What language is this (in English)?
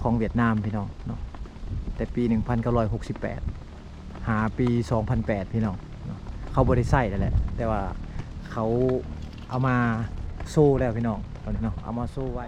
Lao